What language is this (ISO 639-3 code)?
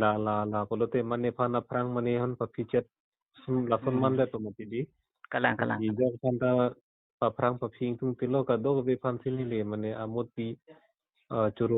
mjw